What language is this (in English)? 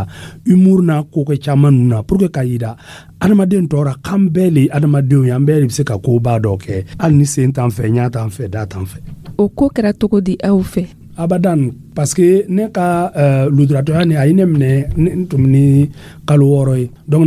Dyula